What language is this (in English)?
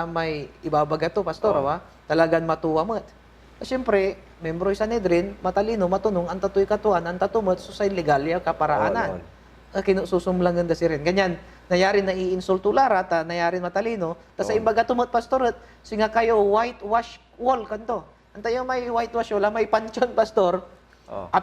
Pangasinan